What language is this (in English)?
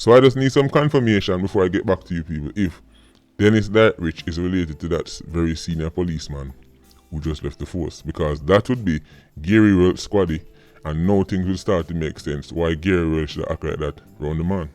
Jamaican Creole English